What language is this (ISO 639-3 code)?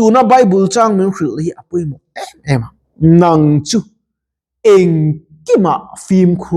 lus